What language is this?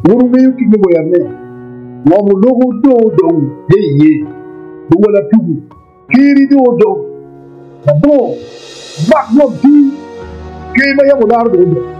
Acoli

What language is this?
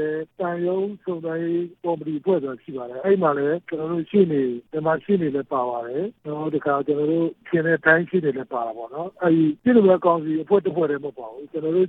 Burmese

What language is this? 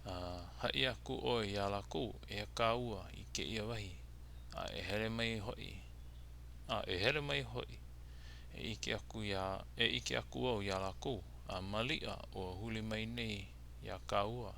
Hawaiian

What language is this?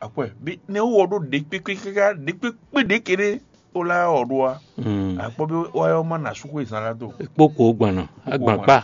Fon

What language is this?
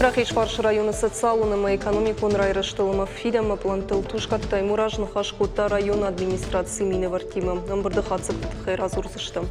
Ossetic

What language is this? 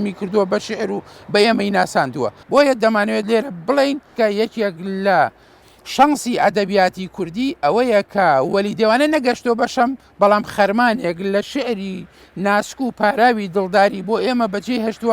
Central Kurdish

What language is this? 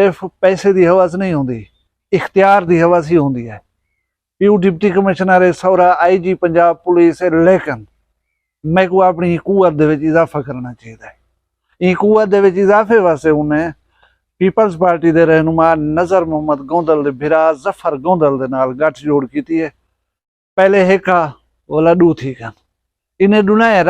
Saraiki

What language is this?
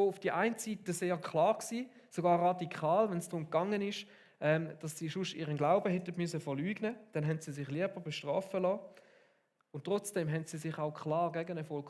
Swiss German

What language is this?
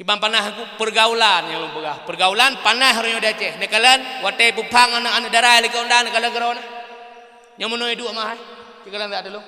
Achinese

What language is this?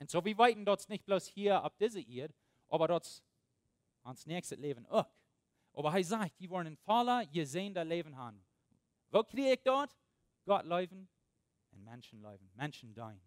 Plautdietsch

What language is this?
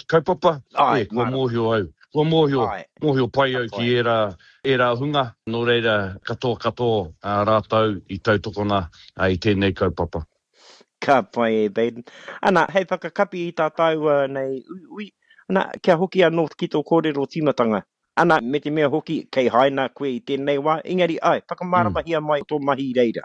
Māori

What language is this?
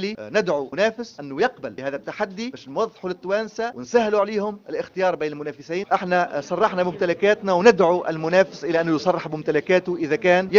Tunisian Arabic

